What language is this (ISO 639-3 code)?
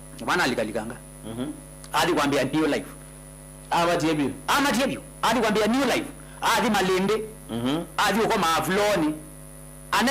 kam